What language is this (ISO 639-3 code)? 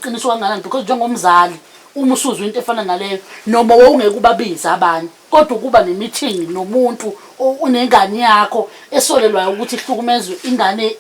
zul